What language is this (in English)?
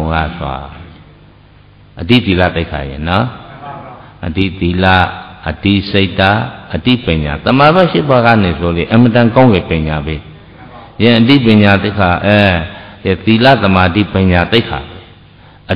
Burmese